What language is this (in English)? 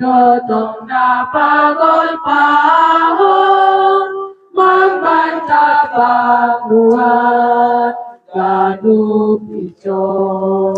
Batak Simalungun